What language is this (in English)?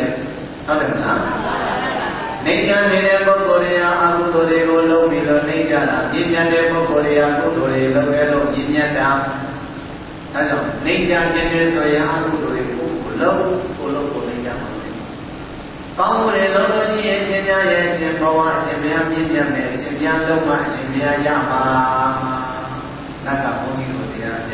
Burmese